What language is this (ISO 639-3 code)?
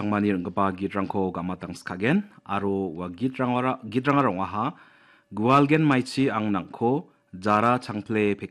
grt